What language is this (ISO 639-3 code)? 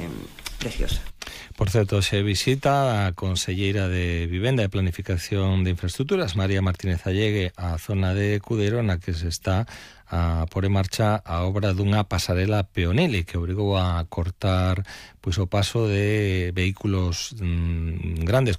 glg